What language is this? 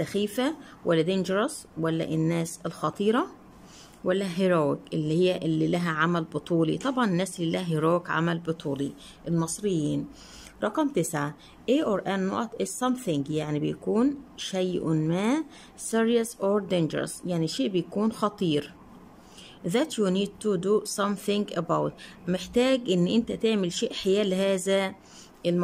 Egyptian Arabic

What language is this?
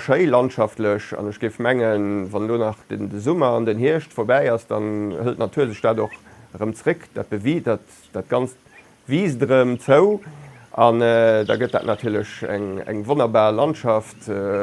Luxembourgish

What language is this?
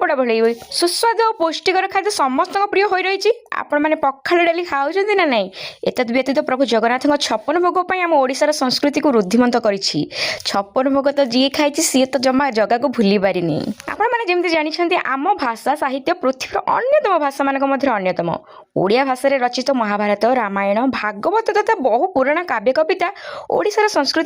Odia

